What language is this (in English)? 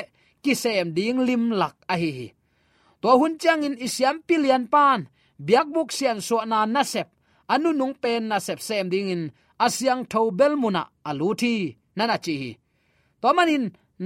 Tedim Chin